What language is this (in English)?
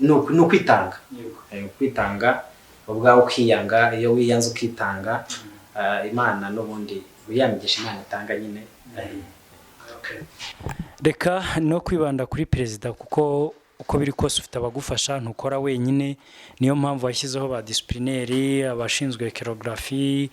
Kinyarwanda